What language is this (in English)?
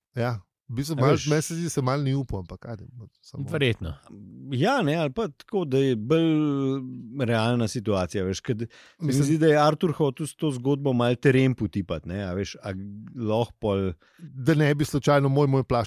Slovenian